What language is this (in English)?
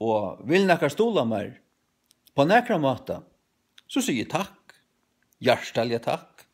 Faroese